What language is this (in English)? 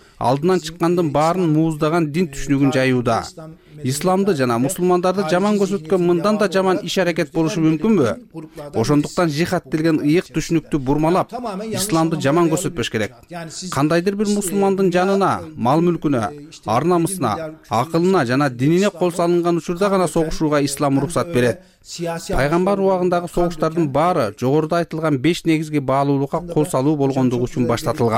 Kyrgyz